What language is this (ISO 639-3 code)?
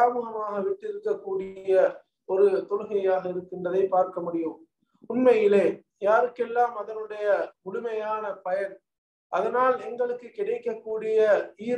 tam